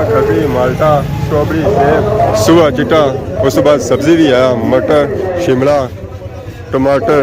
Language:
Pahari-Potwari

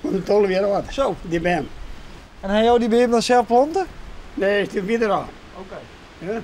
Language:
Western Frisian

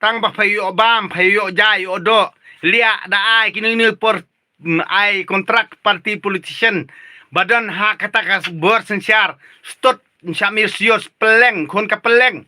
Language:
Khasi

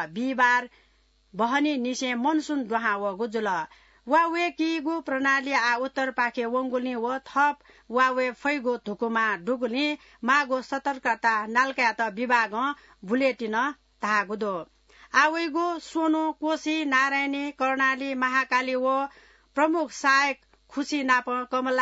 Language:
Newari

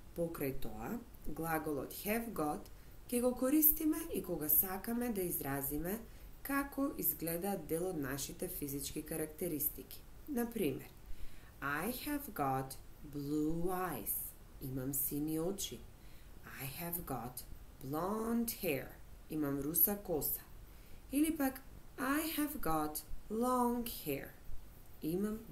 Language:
Macedonian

